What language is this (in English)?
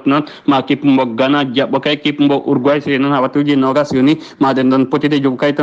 Fula